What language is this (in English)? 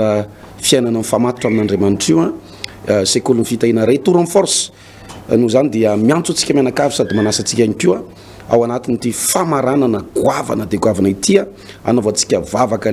Malagasy